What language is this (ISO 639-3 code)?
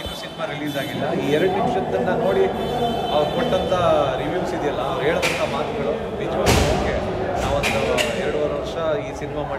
kan